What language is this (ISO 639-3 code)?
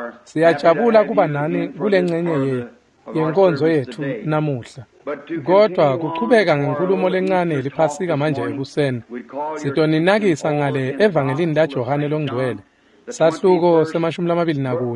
ssw